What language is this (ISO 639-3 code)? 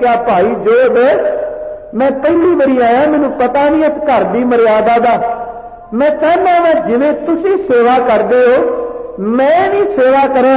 pan